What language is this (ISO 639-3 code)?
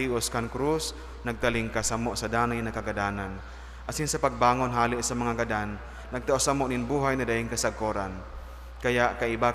bik